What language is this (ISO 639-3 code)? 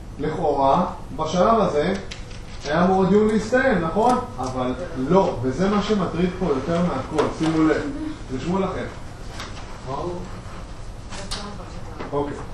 heb